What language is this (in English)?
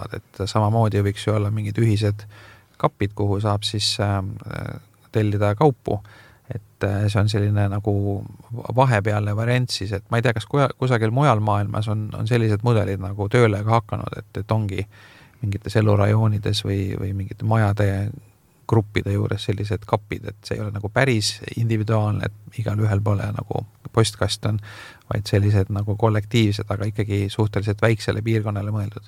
Estonian